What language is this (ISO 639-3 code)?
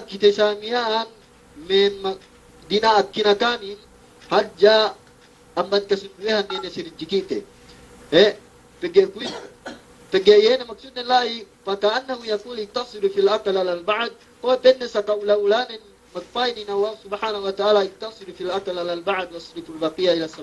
yka